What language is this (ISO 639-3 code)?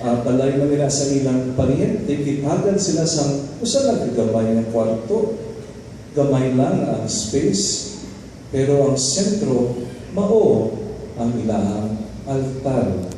ceb